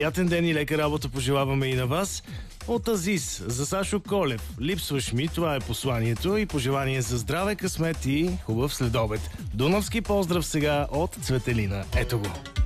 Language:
Bulgarian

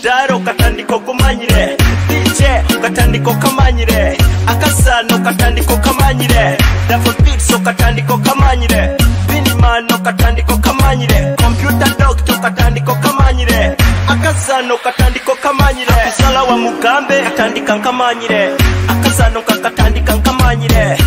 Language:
Nyoro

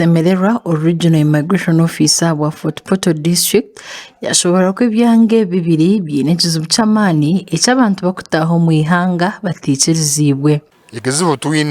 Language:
Nyankole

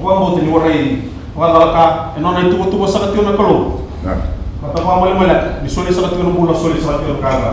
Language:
Fijian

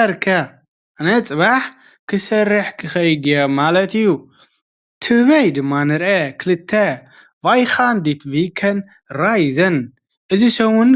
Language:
Tigrinya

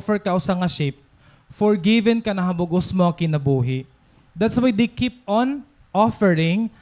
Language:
Waray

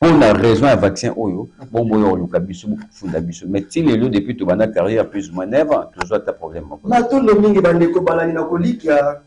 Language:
Lingala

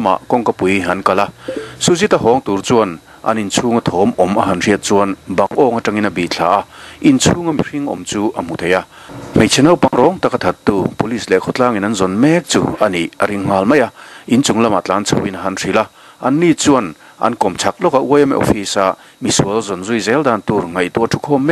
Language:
Mizo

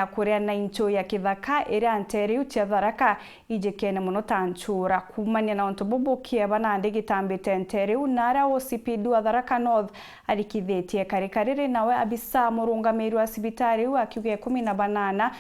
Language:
Meru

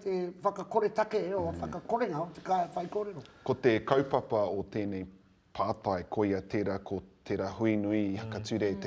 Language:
Māori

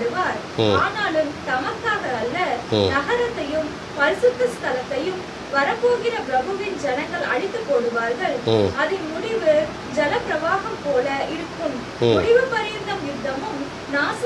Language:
Tamil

